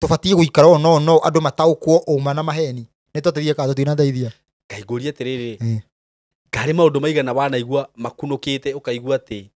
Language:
Kikuyu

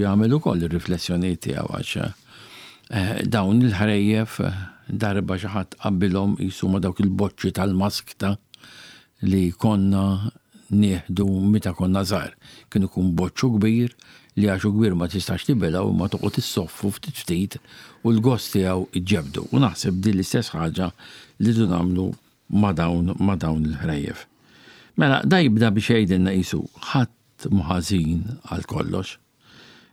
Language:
Maltese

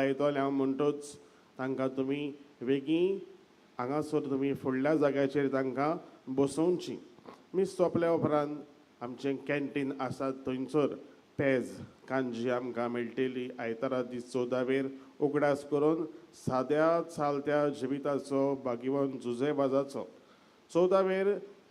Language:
Konkani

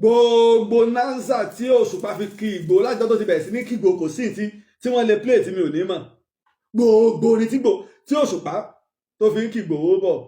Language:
Yoruba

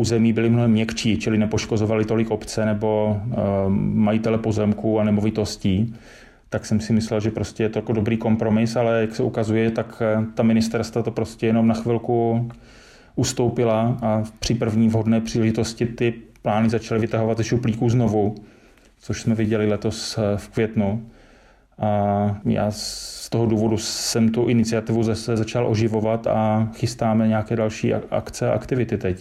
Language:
Czech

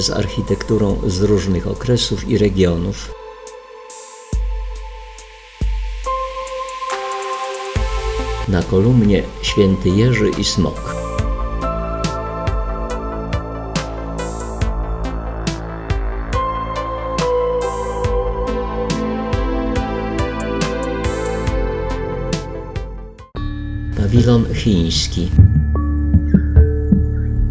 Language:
Polish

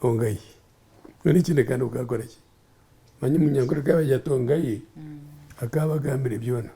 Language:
Nyankole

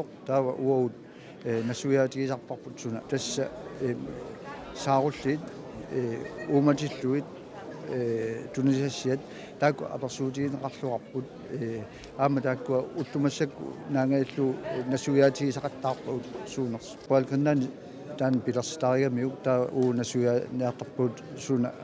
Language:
Kalaallisut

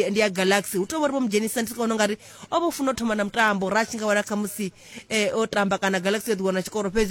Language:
Venda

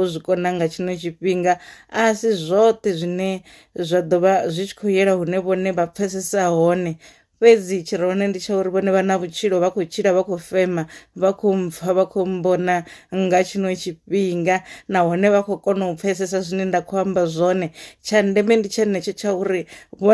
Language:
Venda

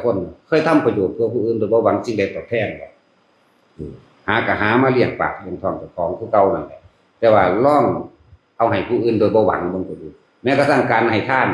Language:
Northeastern Thai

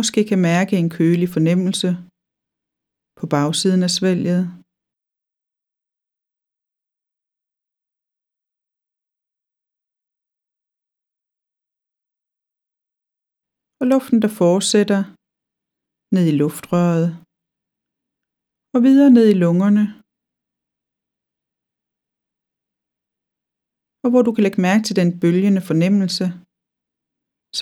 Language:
Danish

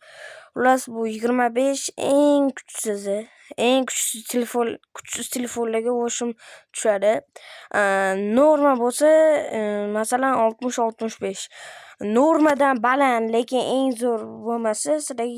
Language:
Uzbek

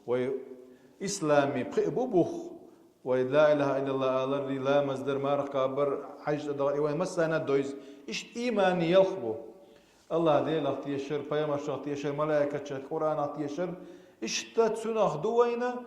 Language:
Chechen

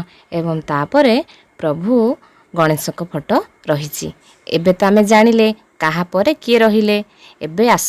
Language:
Odia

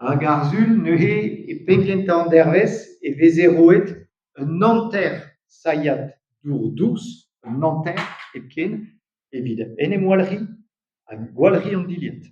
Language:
Breton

